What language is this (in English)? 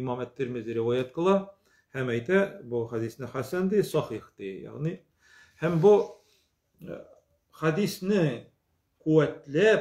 Tatar